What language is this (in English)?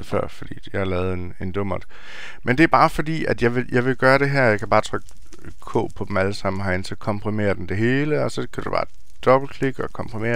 Danish